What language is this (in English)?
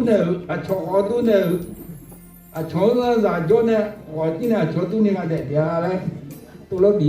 Akha